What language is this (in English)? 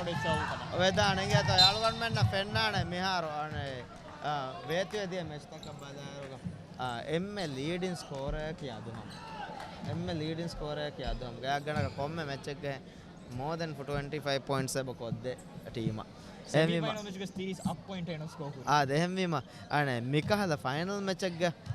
Divehi